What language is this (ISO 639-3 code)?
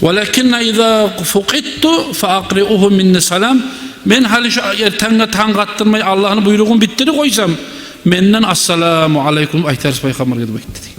kum